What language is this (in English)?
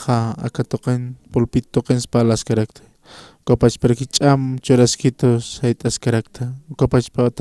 Aymara